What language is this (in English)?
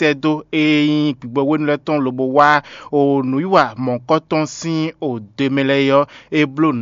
Fon